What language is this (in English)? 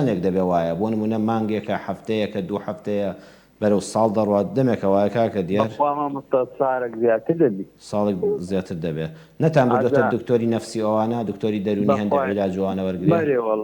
Central Kurdish